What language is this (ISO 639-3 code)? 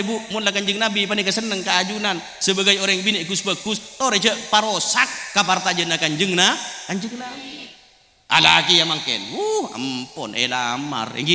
mad